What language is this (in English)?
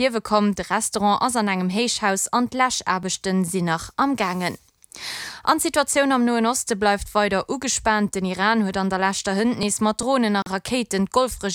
Luxembourgish